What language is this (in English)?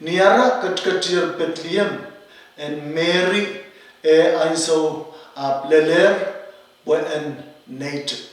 Pohnpeian